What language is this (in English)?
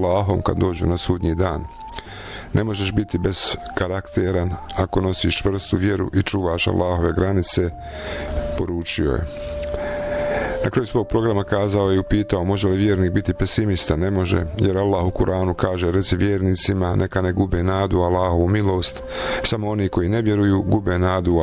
Bosnian